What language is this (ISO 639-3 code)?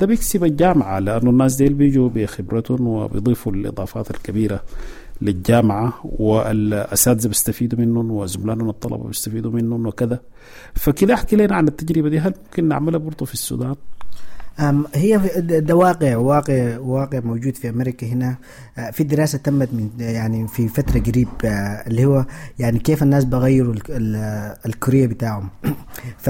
apd